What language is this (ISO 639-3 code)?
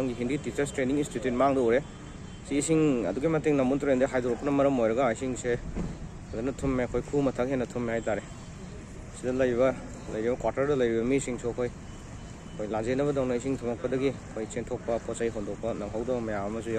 mni